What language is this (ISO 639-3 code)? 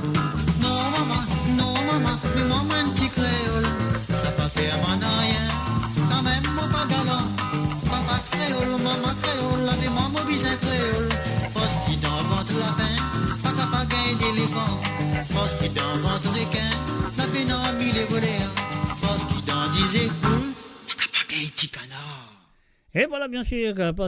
mfe